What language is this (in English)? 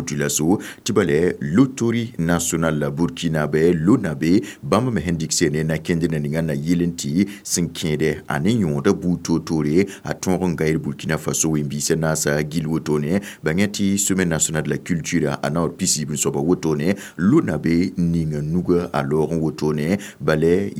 Mossi